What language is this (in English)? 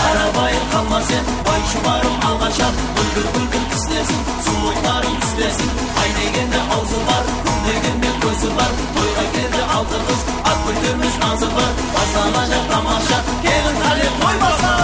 Kara-Kalpak